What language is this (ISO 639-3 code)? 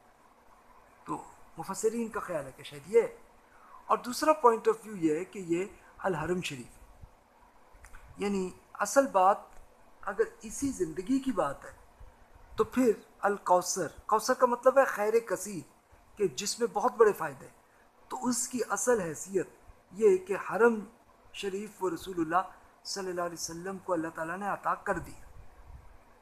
urd